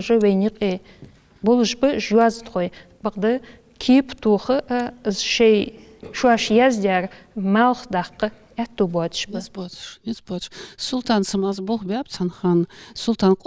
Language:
Ingush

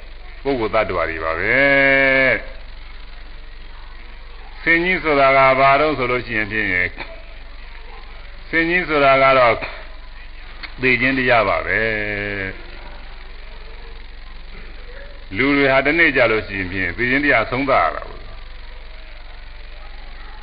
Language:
Burmese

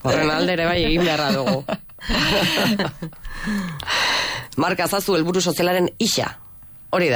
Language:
Basque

